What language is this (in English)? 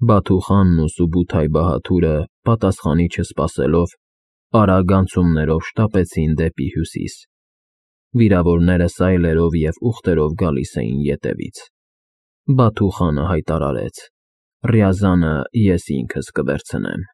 Armenian